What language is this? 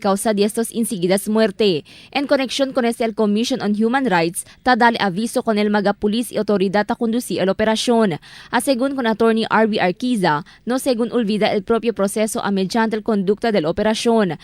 Chavacano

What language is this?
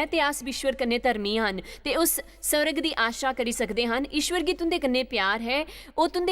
Dogri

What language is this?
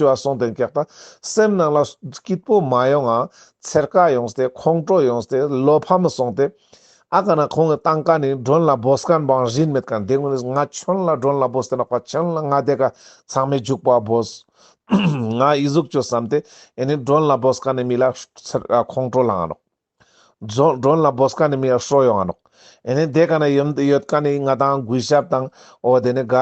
Ladakhi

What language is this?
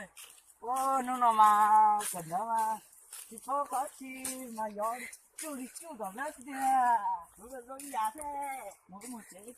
Hmong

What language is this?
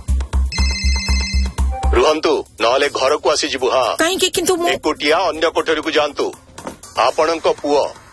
Odia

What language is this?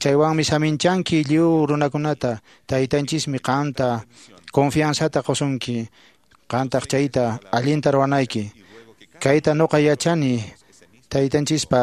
Quechua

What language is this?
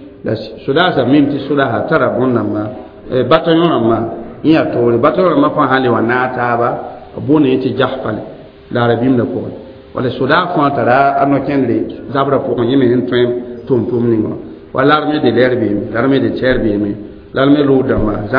Mossi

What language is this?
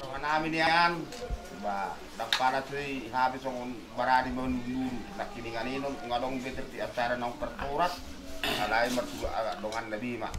Batak Toba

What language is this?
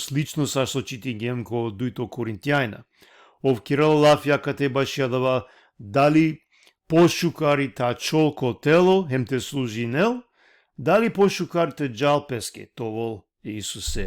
Balkan Romani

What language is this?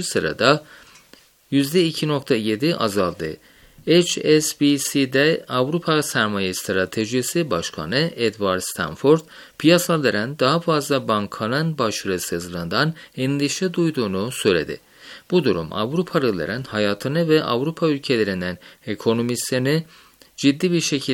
Turkish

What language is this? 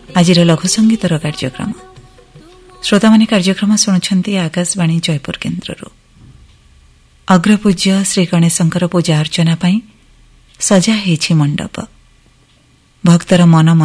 Odia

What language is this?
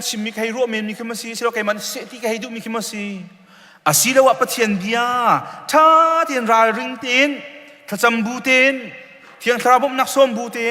Hakha Chin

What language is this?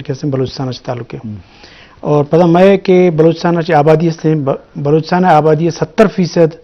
Eastern Balochi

